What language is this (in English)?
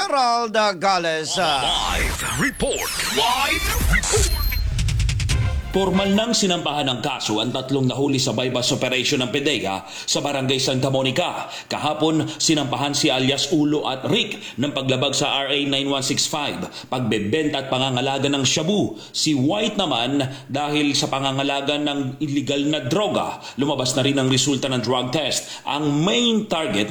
Filipino